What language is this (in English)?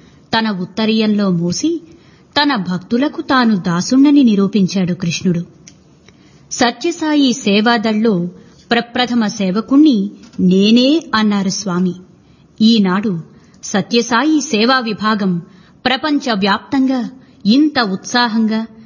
Telugu